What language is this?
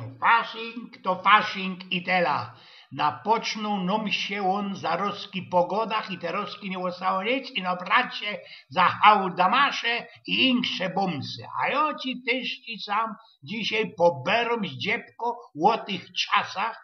Silesian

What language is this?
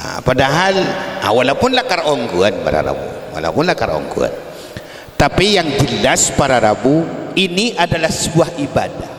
Madurese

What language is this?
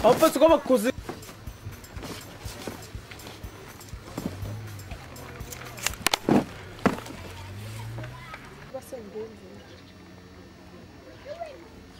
Zulu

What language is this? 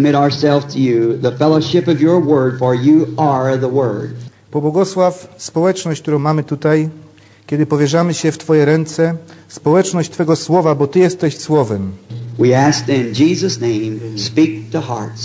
Polish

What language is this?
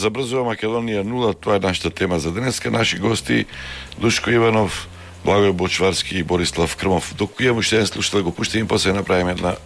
Macedonian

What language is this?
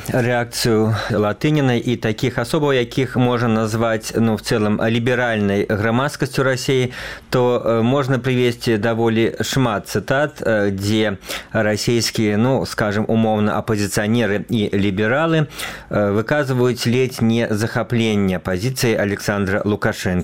Belarusian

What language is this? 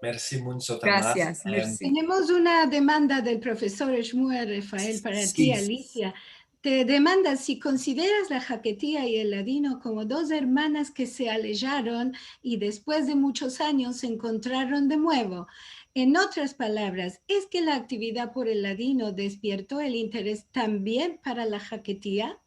Ladino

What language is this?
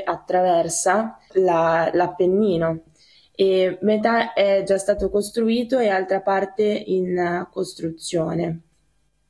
Italian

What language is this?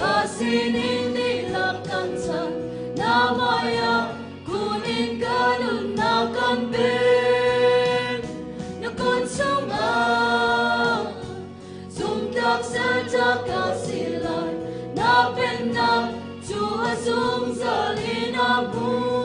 Hakha Chin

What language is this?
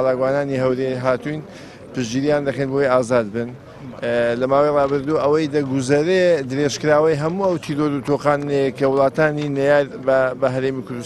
Central Kurdish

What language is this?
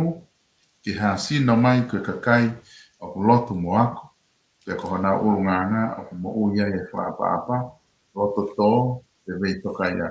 Tongan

